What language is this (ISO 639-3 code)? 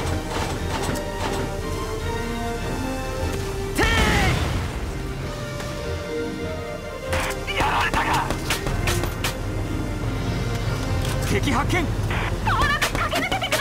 jpn